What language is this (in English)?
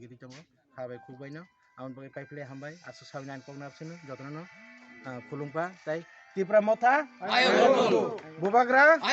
Kok Borok